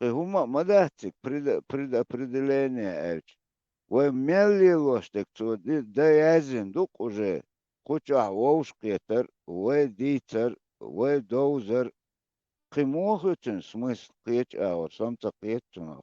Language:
Chechen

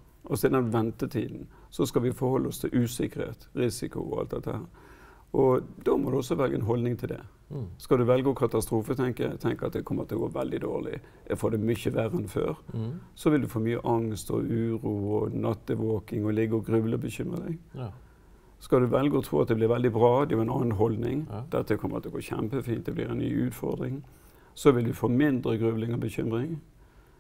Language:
Norwegian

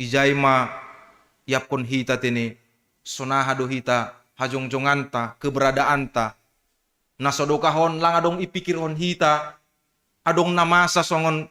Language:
Batak Simalungun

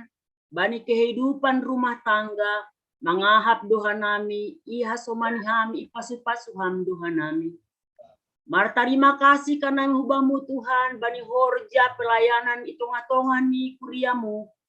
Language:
Batak Simalungun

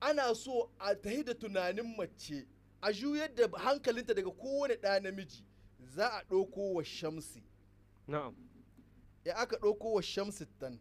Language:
Hausa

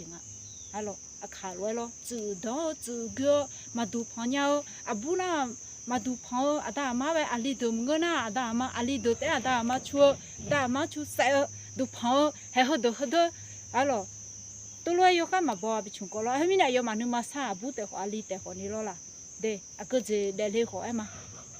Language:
Akha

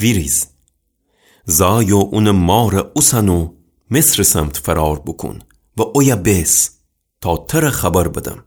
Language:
Gilaki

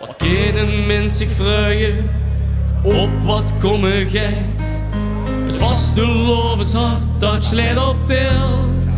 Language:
Limburgish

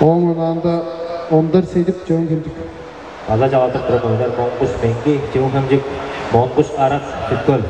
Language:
Tuvinian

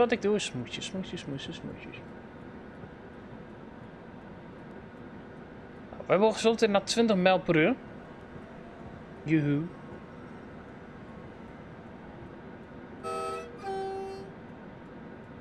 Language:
Dutch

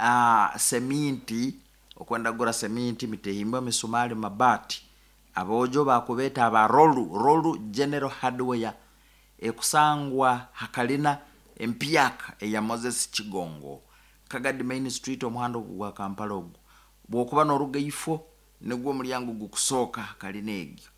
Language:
Nyoro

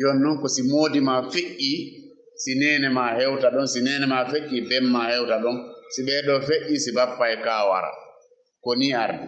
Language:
Fula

